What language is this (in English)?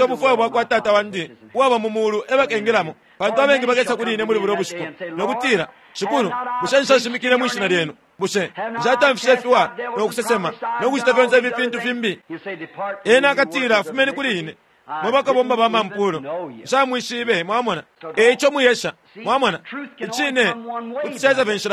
Bemba